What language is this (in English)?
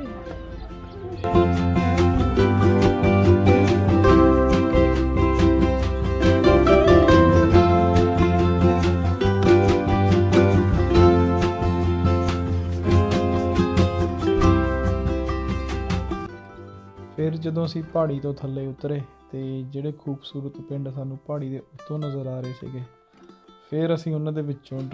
Punjabi